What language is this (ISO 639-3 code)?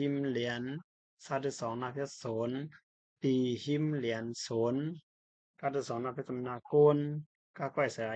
shn